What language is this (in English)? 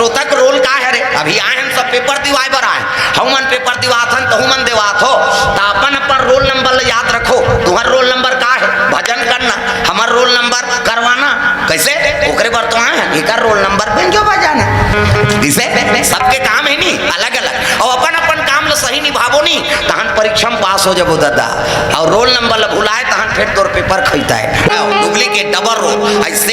Chhattisgarhi